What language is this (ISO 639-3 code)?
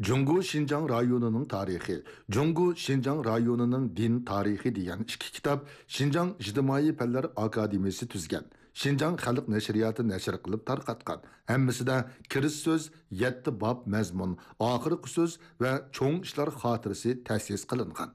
uig